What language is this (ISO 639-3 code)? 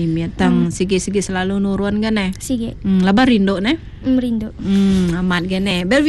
iba